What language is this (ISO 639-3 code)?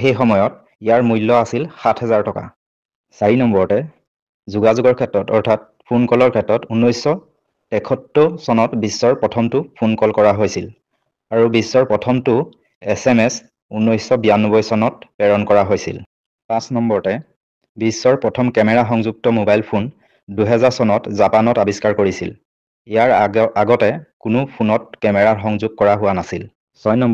asm